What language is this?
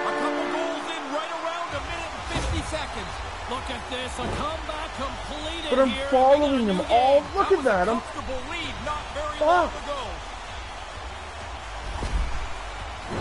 English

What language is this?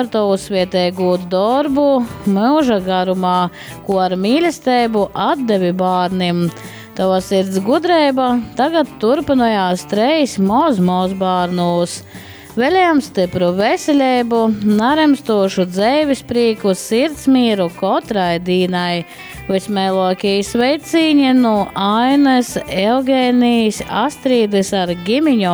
Latgalian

